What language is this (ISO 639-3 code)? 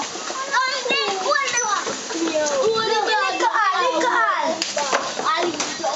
jam